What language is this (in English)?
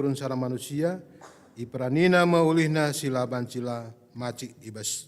Batak Karo